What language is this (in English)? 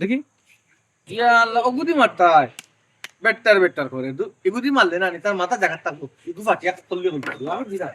Sylheti